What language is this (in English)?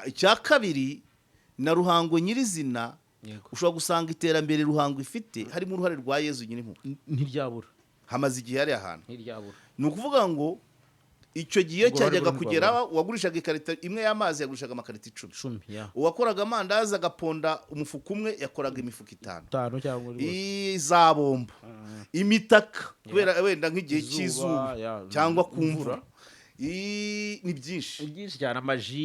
Kinyarwanda